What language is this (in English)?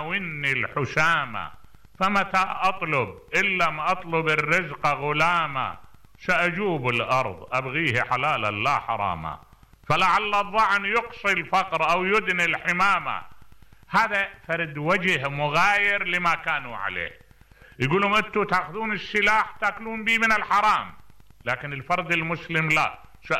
Mesopotamian Arabic